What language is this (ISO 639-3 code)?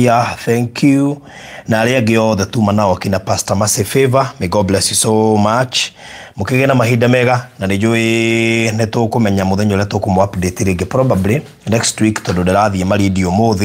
kik